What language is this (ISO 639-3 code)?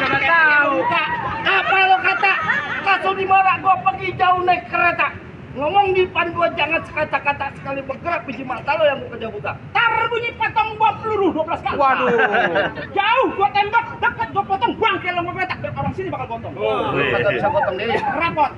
bew